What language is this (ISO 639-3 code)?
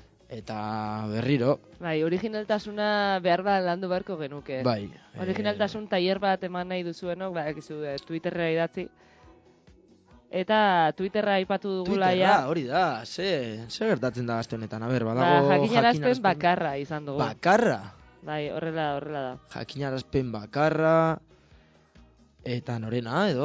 eus